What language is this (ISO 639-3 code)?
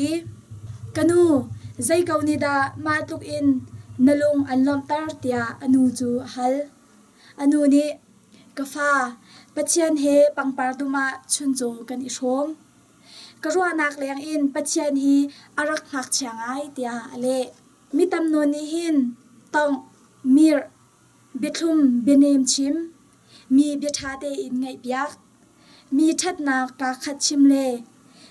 cnh